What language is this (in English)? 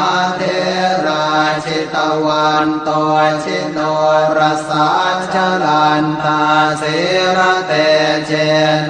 Pali